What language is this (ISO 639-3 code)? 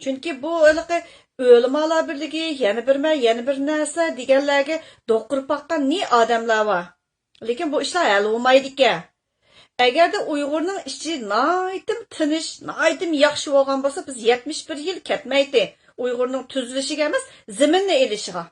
uig